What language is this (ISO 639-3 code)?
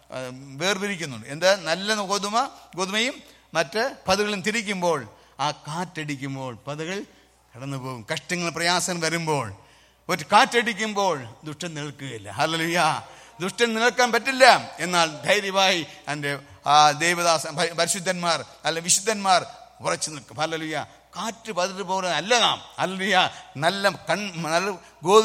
mal